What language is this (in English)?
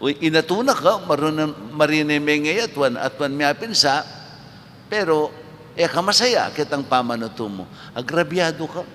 Pampanga